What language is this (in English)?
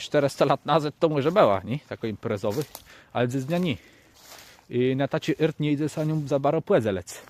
Kashubian